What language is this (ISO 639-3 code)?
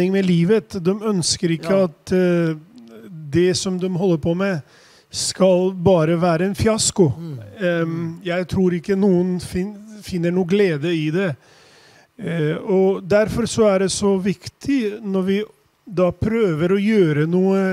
nor